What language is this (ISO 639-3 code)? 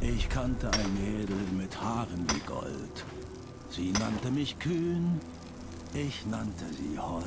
bar